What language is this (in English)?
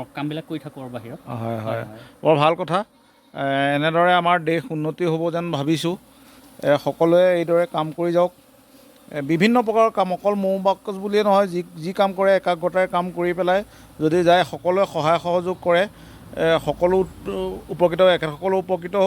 Assamese